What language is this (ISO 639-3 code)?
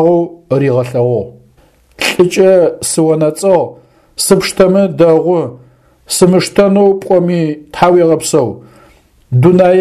ady